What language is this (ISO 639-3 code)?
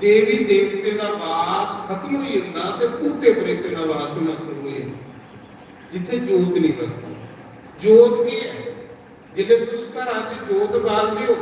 doi